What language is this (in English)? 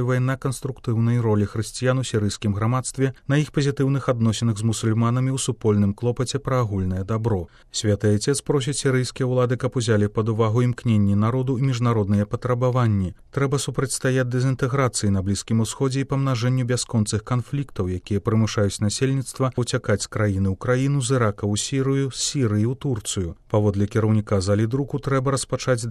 Belarusian